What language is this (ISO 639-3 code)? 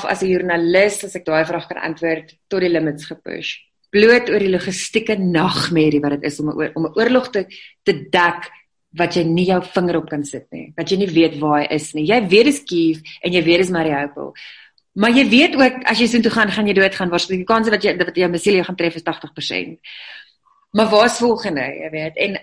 afr